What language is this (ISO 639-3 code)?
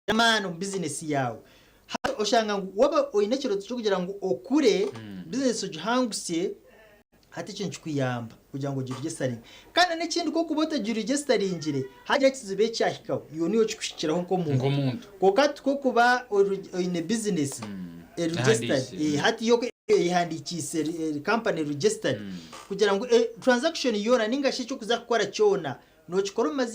nyn